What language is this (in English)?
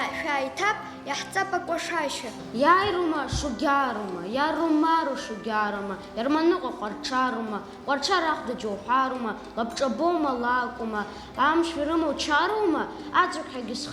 Abkhazian